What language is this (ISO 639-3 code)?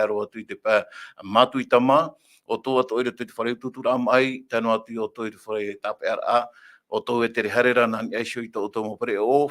tah